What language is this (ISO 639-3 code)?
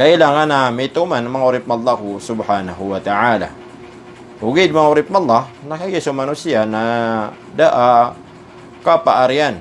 mrw